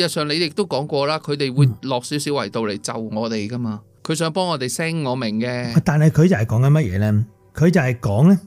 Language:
Cantonese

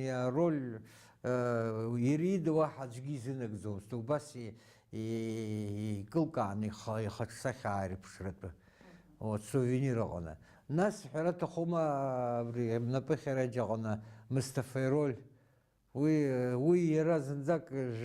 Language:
Abkhazian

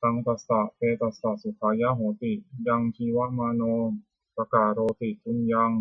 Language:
Pali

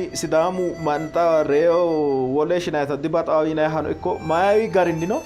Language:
Sidamo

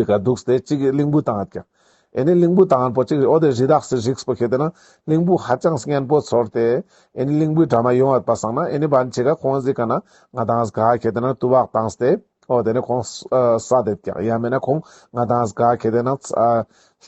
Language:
Ladakhi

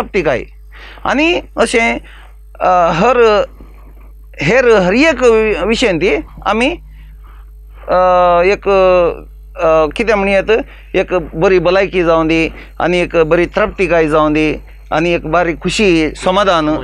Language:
Konkani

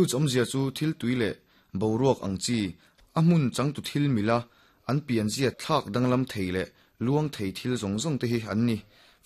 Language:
Mizo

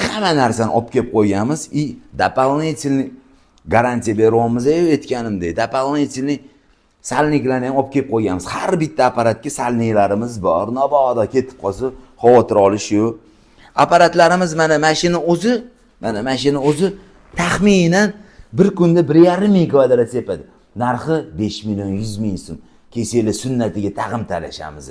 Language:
Uzbek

